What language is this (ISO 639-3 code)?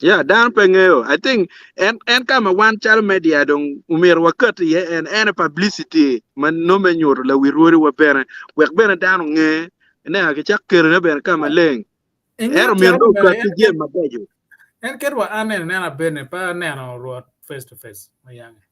ach